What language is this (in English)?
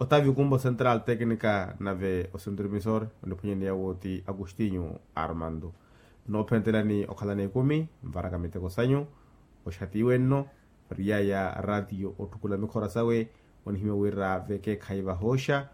Makhuwa